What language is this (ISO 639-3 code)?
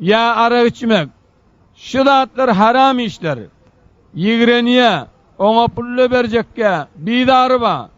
tuk